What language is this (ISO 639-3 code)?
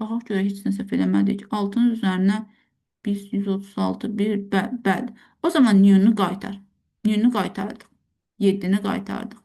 aze